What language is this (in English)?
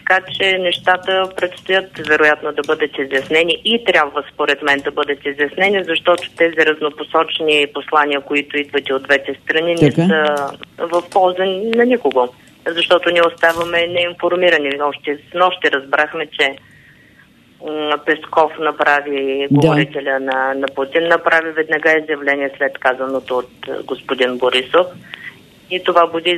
Bulgarian